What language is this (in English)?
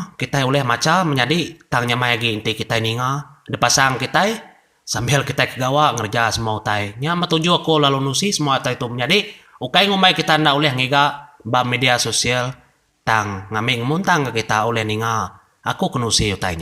Iban